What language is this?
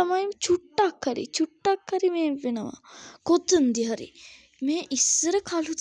Sinhala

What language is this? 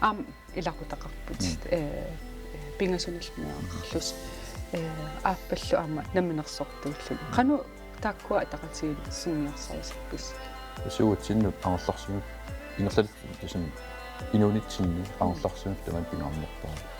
Kalaallisut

